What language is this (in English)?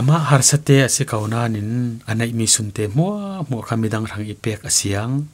Falam Chin